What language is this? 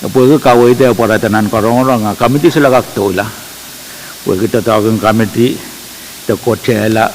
Pohnpeian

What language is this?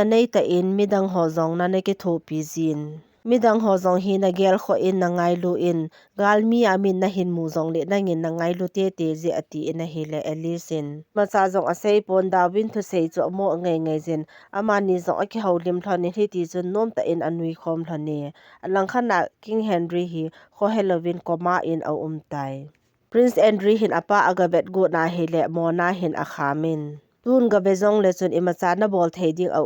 Thado Chin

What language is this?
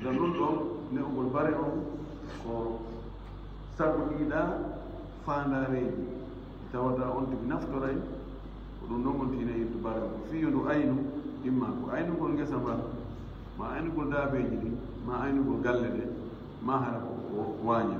Fula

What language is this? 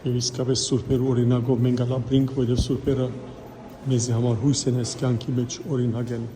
Western Armenian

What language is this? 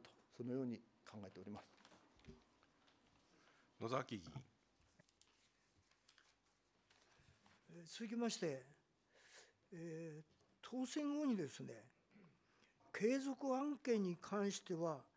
Japanese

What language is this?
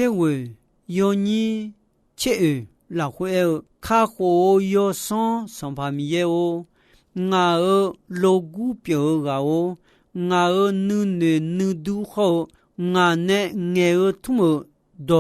Akha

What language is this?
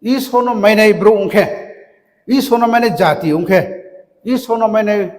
Riang (India)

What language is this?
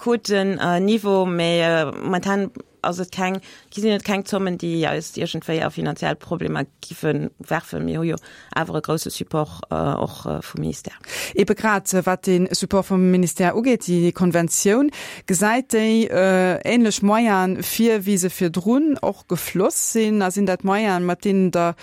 Luxembourgish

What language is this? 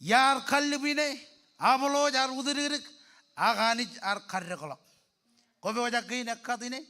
Marshallese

